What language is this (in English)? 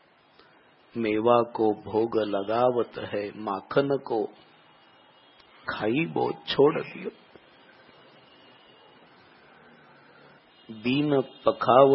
Marathi